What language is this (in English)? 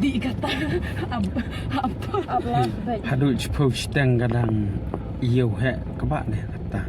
Khasi